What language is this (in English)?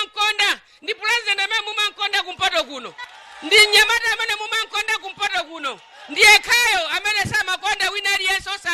Nyanja